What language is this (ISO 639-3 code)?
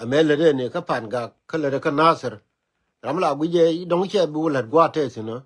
nus